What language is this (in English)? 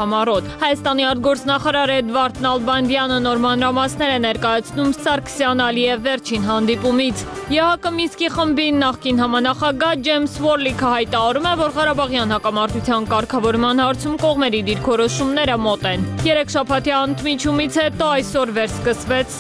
Armenian